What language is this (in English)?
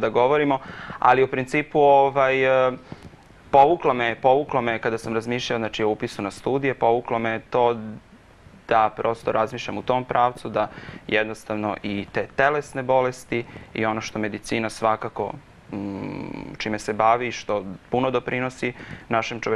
Serbian